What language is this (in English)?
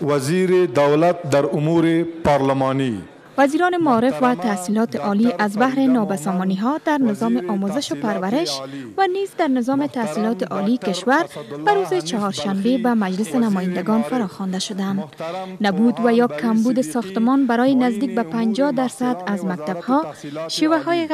Persian